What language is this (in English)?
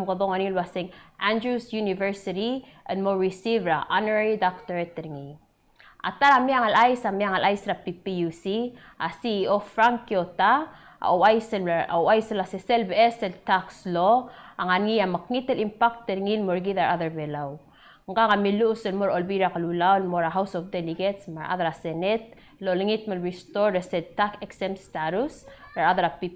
Palauan